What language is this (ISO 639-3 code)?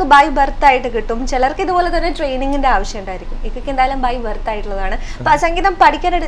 mal